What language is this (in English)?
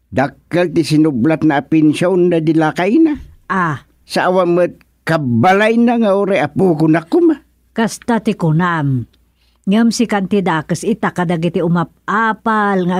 Iloko